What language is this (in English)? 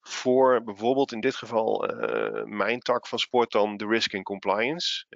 Dutch